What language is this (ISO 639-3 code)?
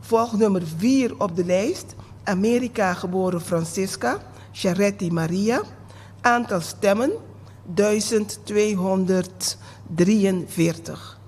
pap